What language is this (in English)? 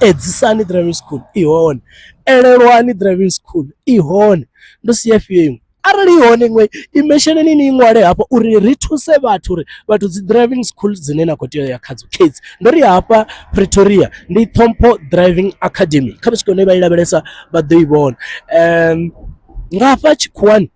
Venda